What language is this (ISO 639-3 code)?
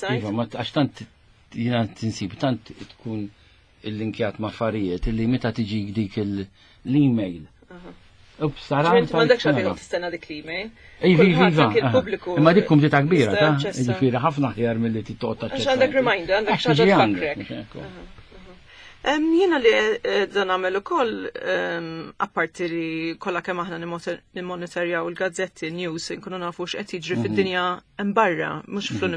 mlt